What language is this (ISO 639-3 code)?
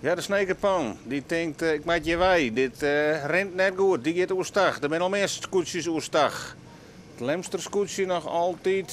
fry